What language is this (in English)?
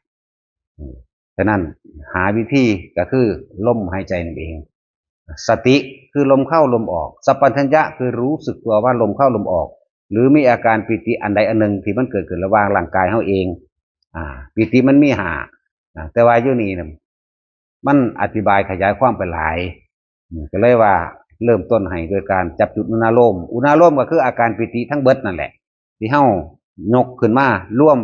Northeastern Thai